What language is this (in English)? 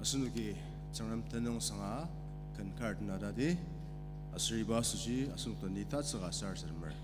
Ao Naga